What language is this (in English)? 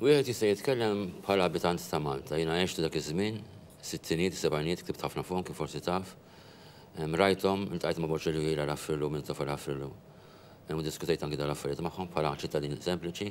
Maltese